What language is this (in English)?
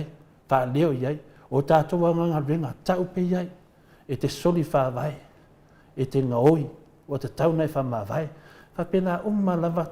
Samoan